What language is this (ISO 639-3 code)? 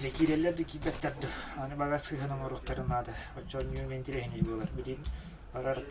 sah